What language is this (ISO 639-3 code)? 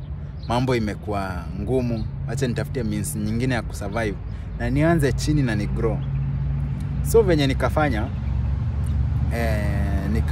swa